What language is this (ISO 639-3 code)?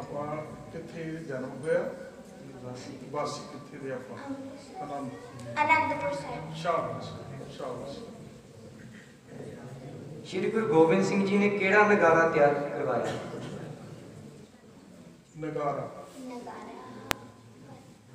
pan